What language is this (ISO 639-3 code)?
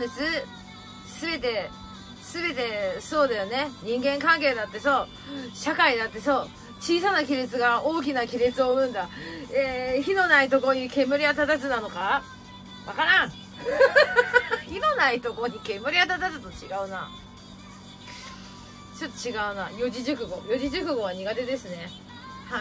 jpn